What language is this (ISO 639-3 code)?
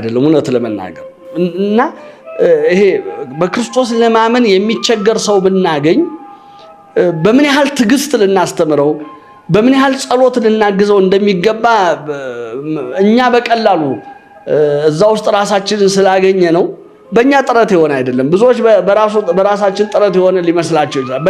amh